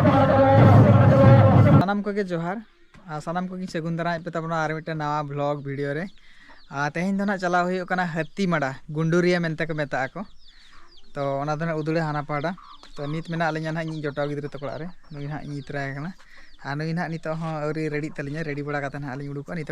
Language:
Santali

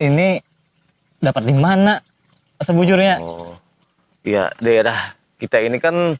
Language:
Banjar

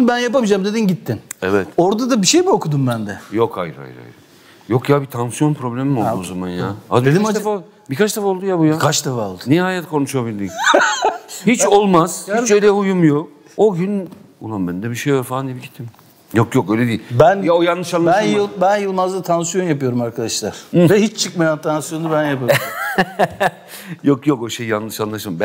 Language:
Turkish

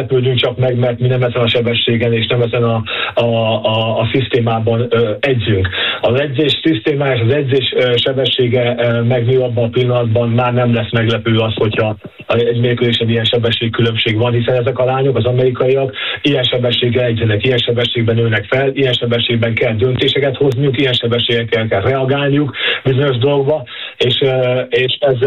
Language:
Hungarian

